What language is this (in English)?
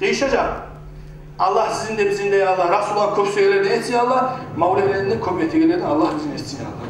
Kumyk